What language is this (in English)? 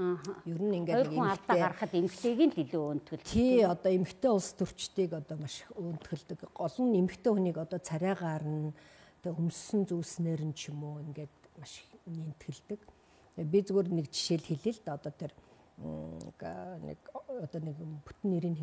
Mongolian